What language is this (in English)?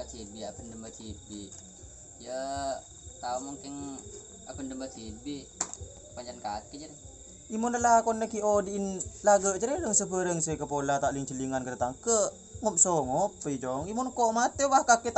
Madurese